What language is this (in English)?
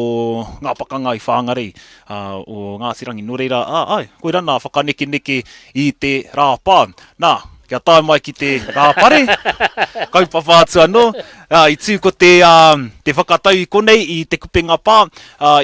Māori